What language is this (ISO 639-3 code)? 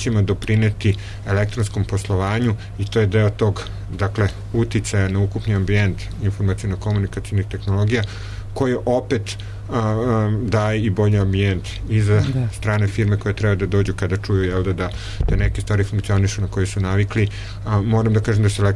srp